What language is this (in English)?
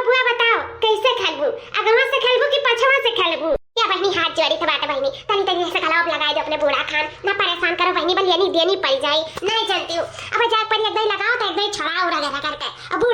Awadhi